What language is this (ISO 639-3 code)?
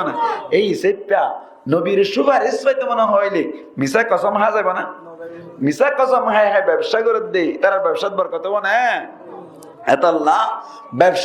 rhg